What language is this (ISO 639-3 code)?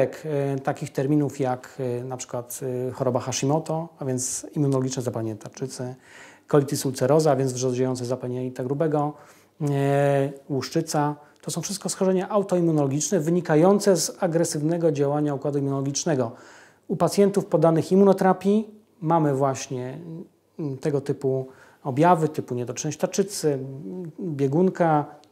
pol